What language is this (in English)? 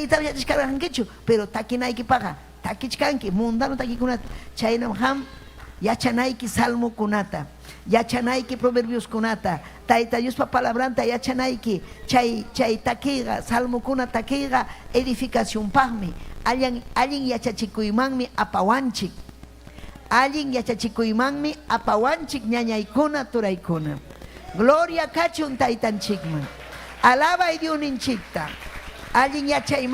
Ayacucho Quechua